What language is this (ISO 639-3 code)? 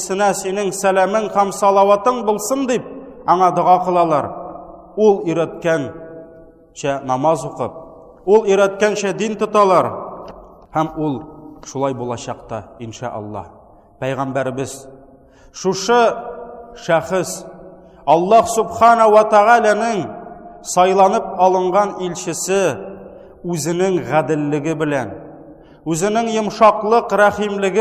tat